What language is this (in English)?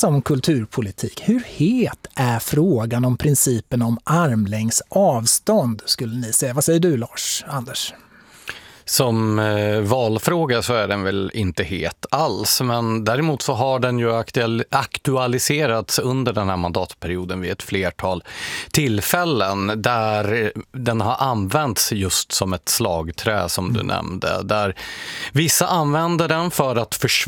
Swedish